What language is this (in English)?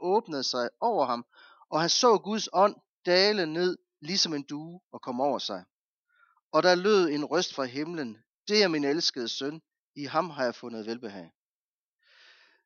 Danish